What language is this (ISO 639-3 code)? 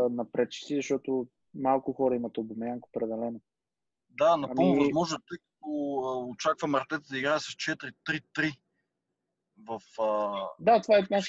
bul